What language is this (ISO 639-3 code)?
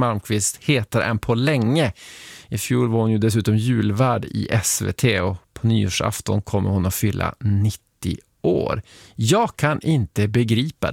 swe